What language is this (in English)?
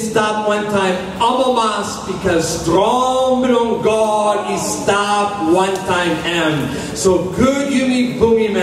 Tok Pisin